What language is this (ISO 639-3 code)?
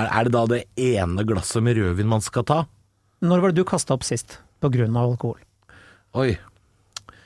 nor